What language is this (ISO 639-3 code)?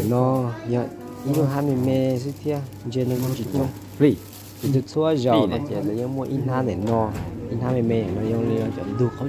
hmn